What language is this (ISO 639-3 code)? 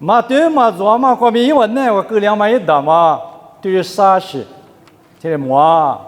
lis